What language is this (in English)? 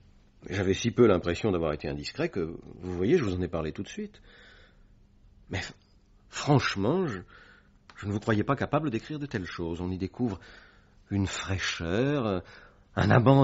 French